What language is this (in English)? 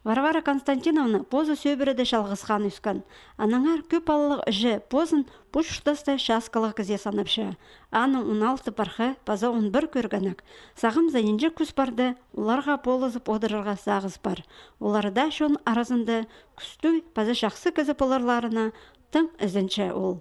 Khakas